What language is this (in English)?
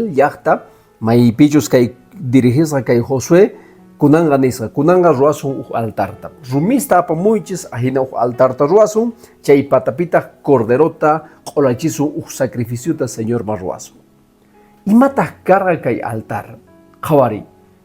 Quechua